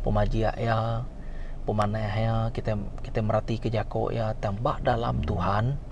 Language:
Iban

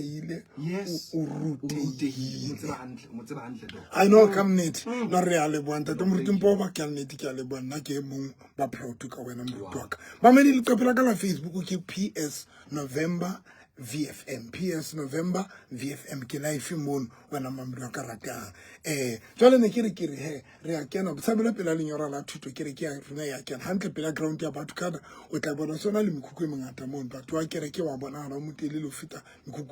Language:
Southern Sotho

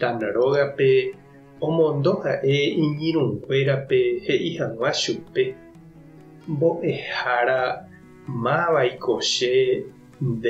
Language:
Guarani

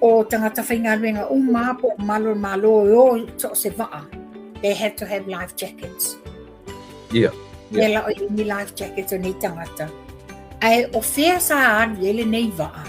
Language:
Samoan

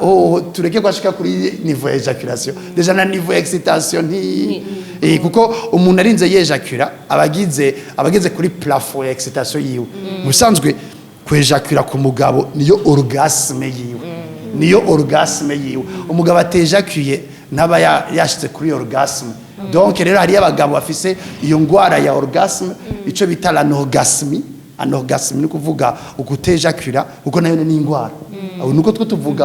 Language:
Rundi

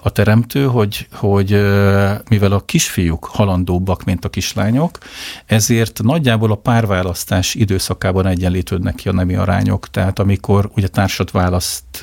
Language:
Hungarian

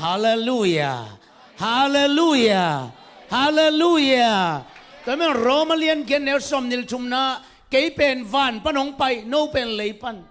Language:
Tedim Chin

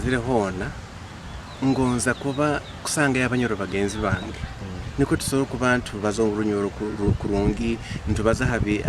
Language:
Nyoro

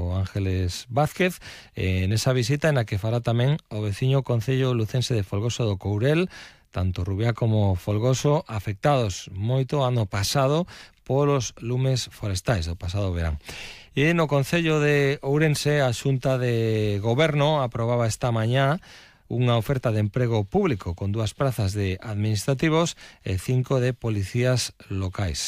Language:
Galician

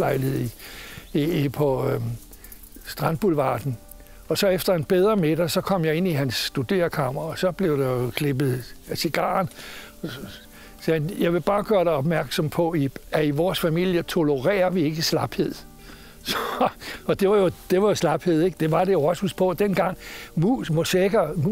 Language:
Danish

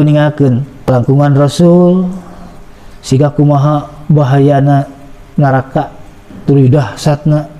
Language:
Sundanese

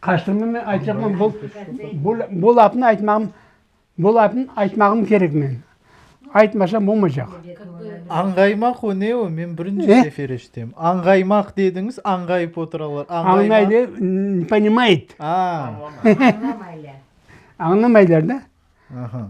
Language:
Crimean Tatar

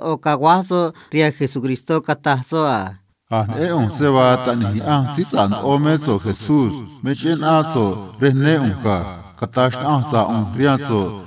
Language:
Copala Triqui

